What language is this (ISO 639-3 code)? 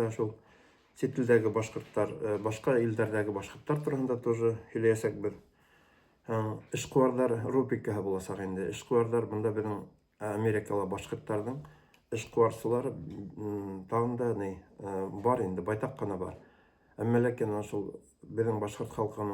bak